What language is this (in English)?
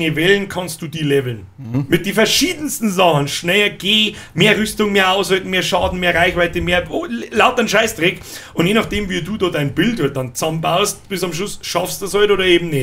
Bavarian